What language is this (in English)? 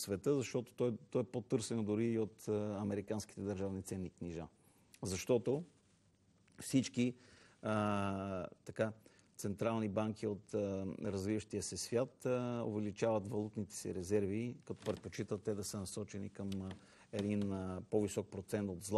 Bulgarian